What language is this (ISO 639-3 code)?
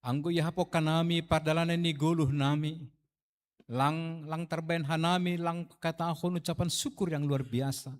bts